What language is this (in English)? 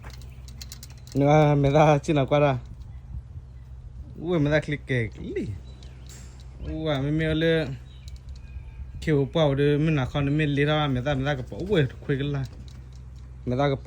S'gaw Karen